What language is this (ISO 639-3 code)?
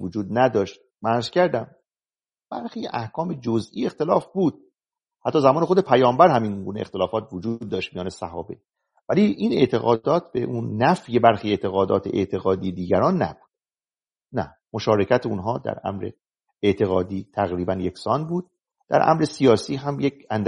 fas